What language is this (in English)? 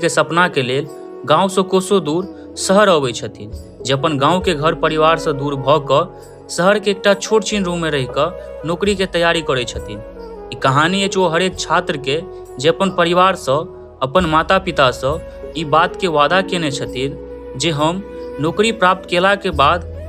Maithili